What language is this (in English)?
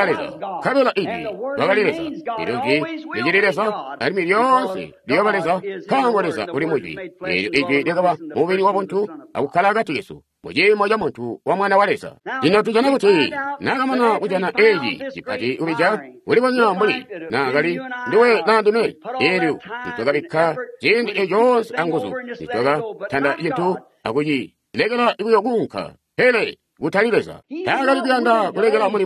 Tonga (Zambia)